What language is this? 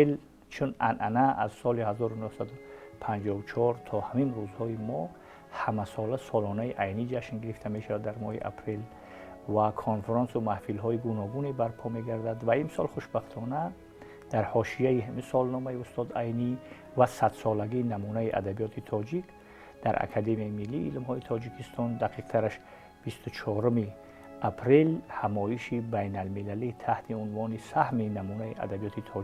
Tajik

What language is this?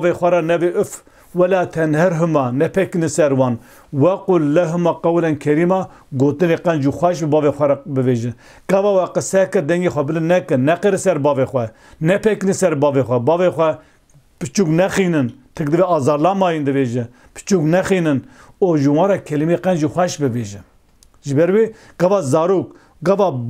Kurdish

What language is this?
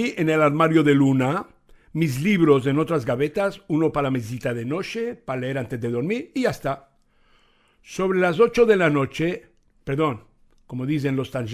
Ladino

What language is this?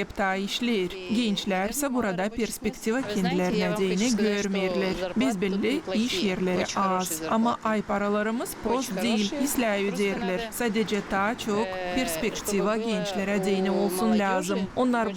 Gagauz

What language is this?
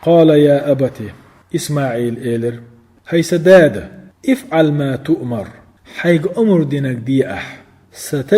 Chechen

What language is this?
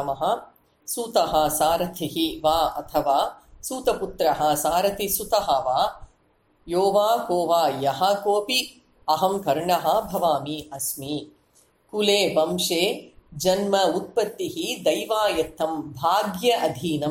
Sanskrit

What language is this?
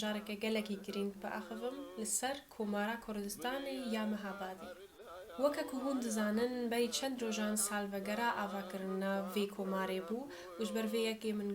Kurdish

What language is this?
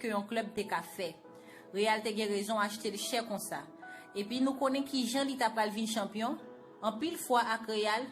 Haitian Creole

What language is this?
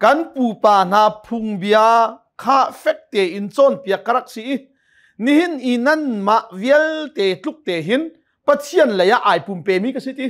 Hakha Chin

